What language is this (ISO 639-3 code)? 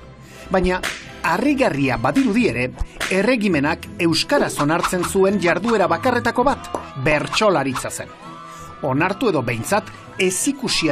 eus